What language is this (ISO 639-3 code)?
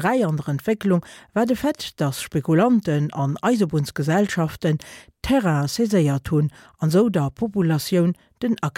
ltz